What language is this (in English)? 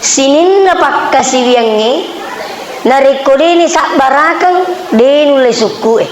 Buginese